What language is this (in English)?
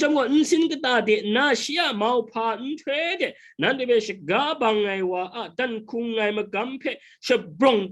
Kachin